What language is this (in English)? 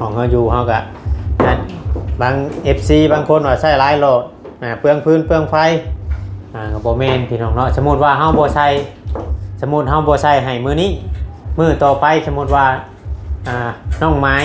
Northeastern Thai